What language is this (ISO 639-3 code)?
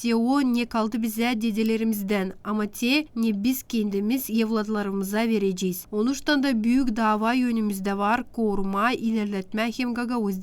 gag